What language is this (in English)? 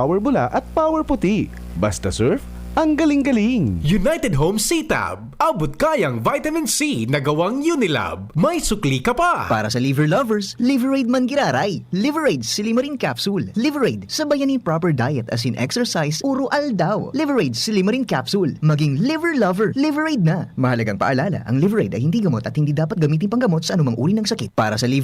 Bikol